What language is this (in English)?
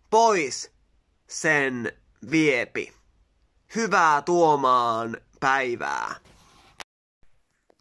Finnish